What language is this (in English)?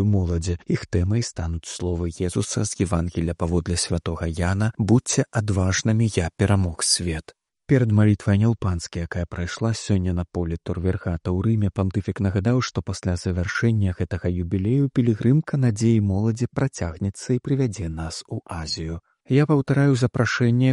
Belarusian